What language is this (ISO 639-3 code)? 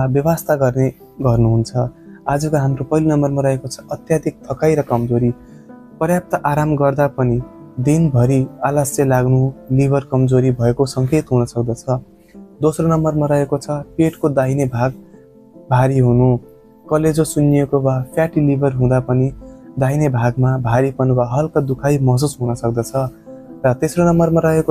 nep